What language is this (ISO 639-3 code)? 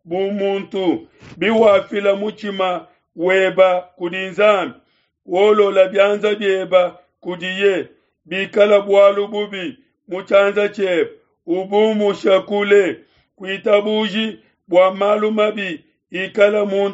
lua